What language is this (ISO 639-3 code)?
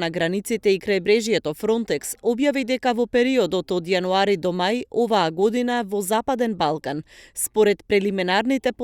mkd